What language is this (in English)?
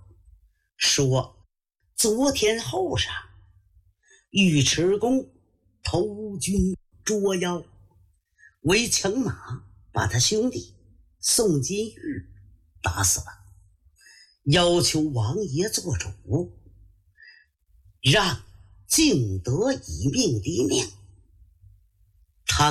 Chinese